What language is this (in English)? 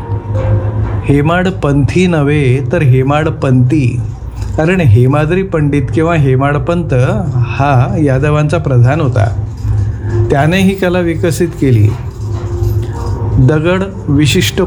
Marathi